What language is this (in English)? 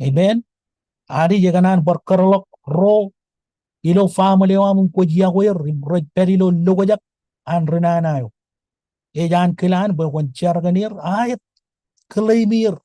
Marshallese